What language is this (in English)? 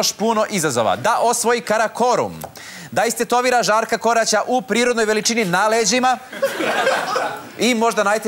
Serbian